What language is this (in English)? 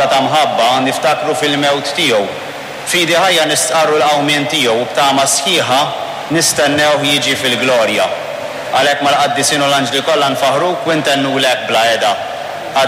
Maltese